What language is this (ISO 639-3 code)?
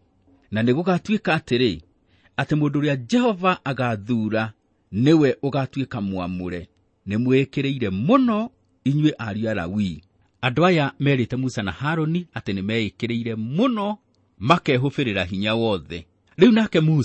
kik